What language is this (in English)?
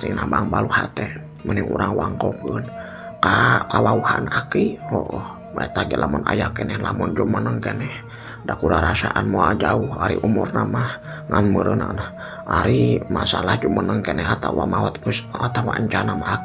Sundanese